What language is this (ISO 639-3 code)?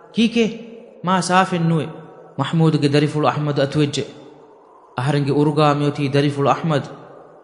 div